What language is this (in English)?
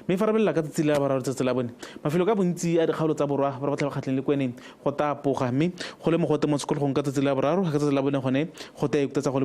Tswana